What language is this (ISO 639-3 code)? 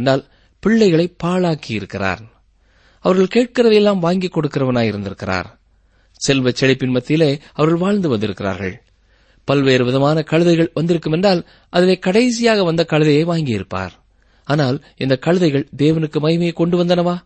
tam